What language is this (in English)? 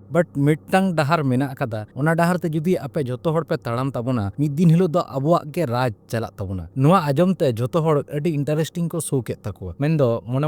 Santali